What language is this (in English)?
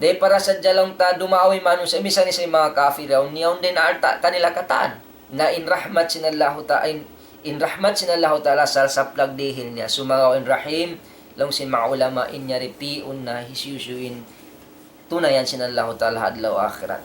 Tausug